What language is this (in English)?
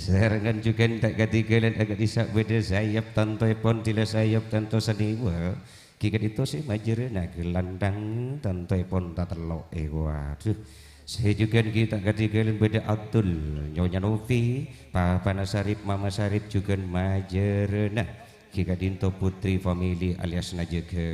Madurese